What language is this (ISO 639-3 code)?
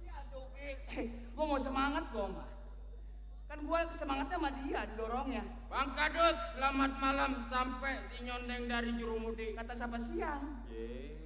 bew